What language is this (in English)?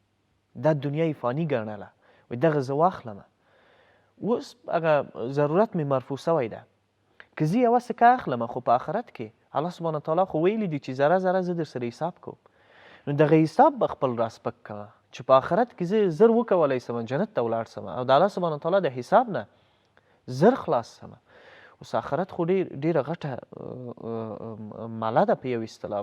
Pashto